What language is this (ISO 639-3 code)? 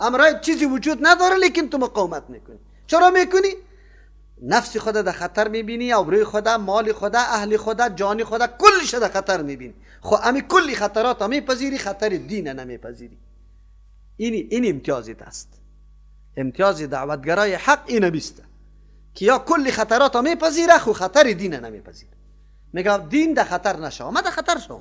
fas